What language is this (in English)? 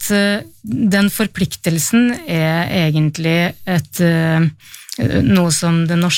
Norwegian